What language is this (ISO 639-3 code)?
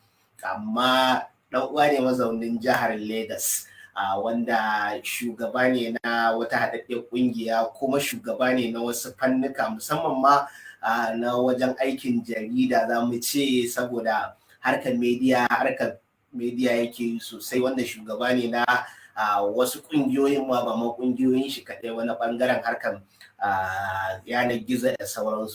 hau